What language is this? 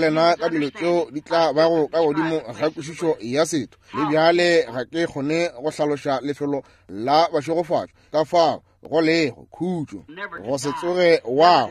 Northern Sotho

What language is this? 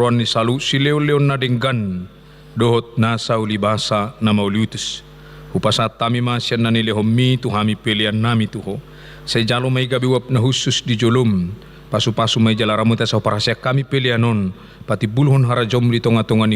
Batak Toba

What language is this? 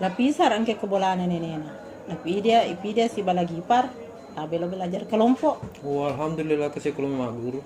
Buginese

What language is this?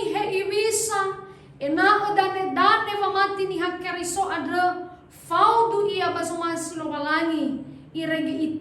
Nias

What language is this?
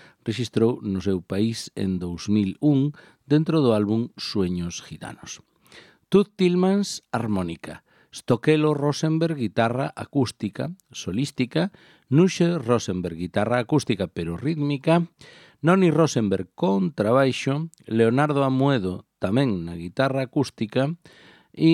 Galician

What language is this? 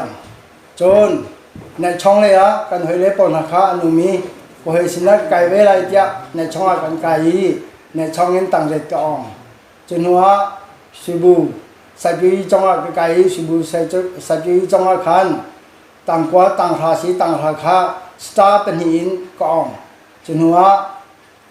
Hakha Chin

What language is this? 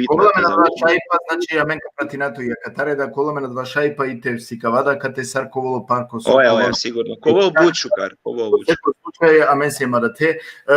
Balkan Romani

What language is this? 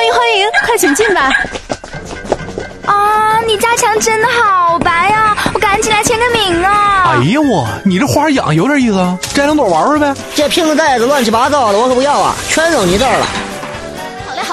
Chinese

